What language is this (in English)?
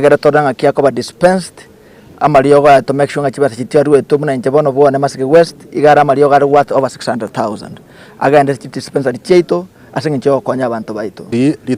Gusii